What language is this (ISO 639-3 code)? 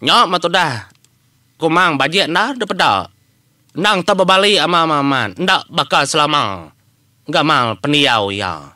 iba